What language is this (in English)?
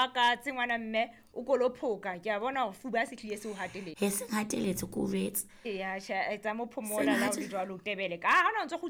Southern Sotho